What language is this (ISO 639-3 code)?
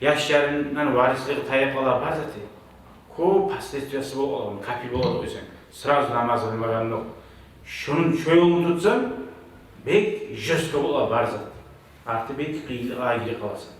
kum